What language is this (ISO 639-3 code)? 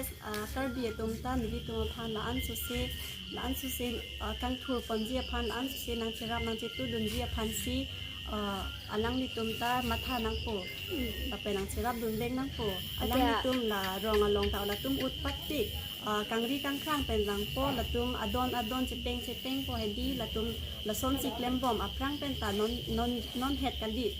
mjw